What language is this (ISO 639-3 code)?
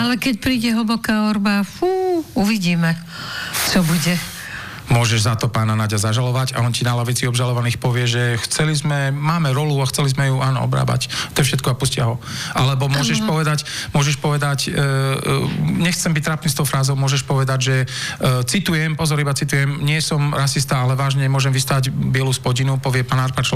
slk